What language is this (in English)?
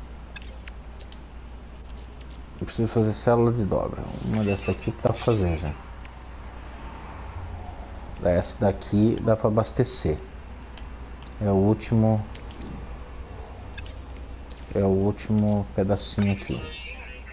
Portuguese